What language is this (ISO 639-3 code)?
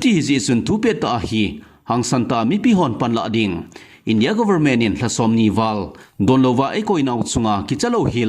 tcz